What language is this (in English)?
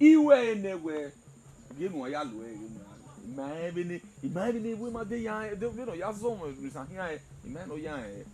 Bini